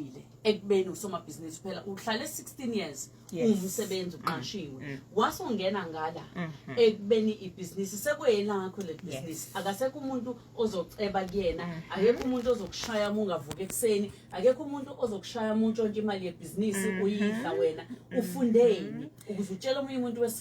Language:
Zulu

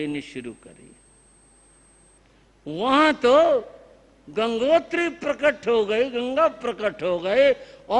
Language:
Hindi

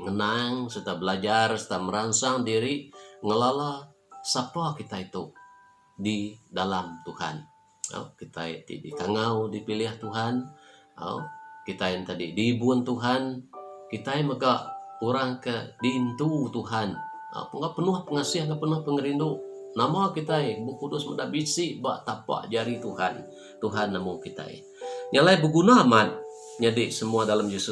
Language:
Iban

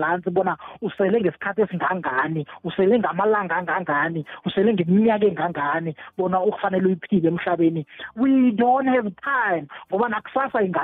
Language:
South Ndebele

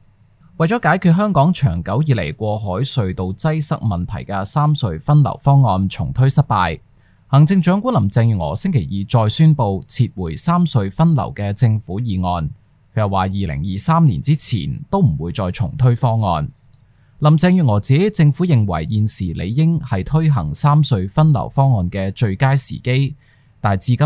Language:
Cantonese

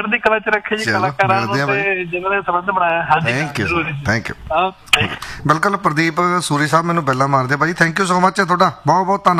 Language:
Punjabi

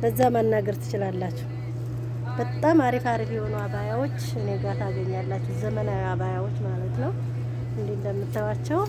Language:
Amharic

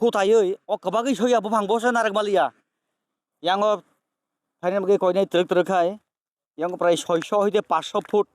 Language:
Kok Borok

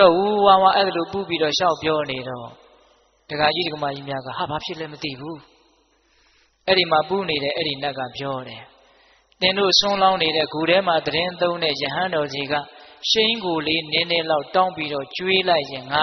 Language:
Burmese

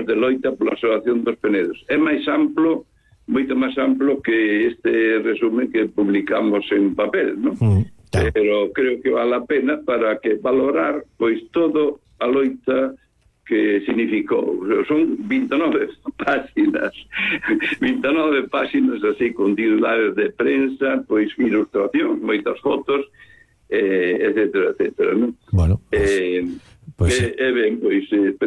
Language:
Galician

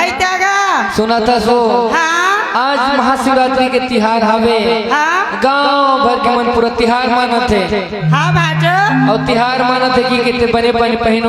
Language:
Chhattisgarhi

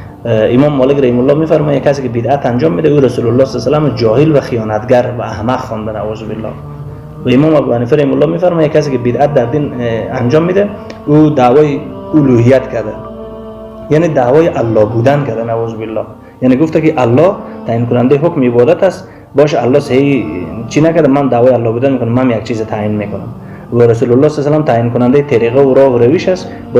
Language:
Persian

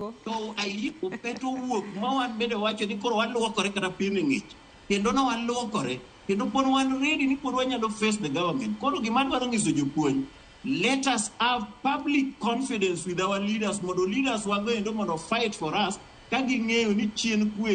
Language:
Luo (Kenya and Tanzania)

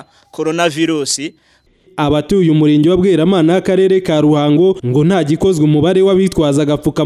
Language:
Kinyarwanda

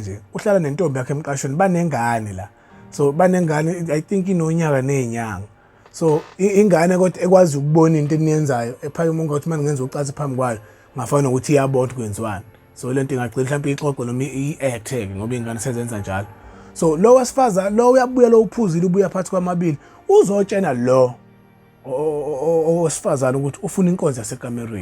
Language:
Zulu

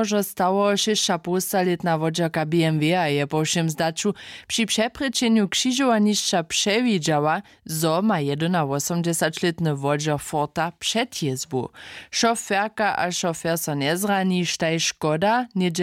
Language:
Upper Sorbian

